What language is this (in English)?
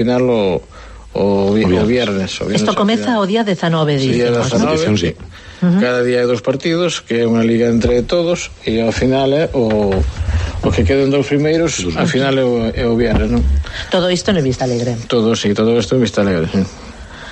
Galician